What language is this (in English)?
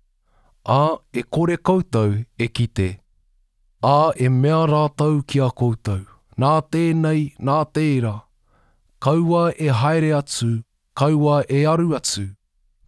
Māori